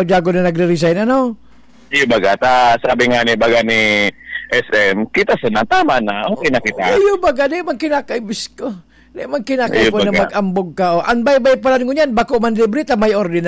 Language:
Bikol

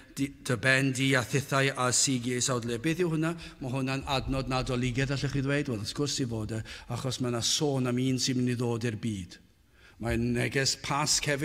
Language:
Welsh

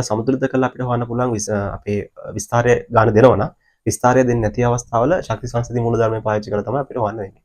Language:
Sinhala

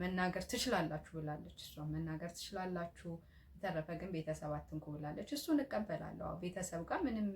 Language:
Amharic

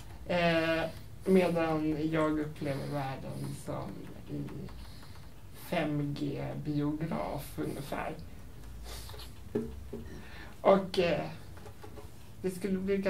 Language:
Swedish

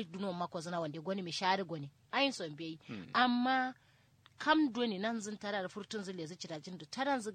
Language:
Kanuri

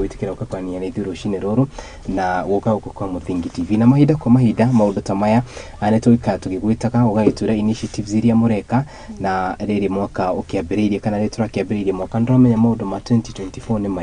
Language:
Kikuyu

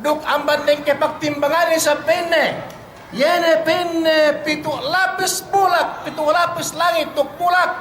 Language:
Yakan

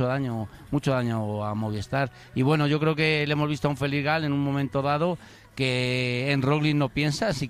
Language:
Spanish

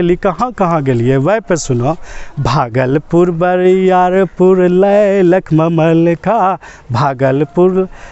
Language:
Angika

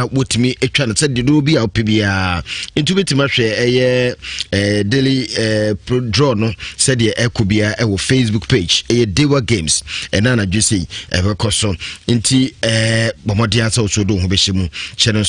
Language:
Akan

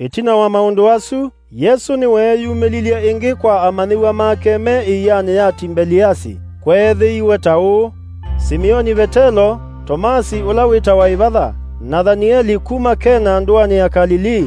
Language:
Kamba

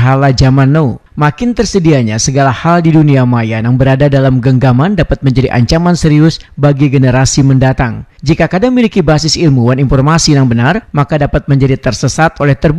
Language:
Banjar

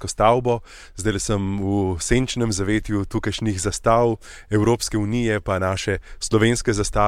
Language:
Slovenian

